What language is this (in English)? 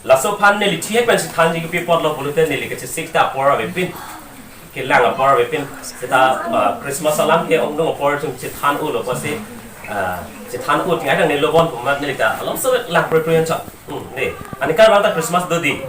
Karbi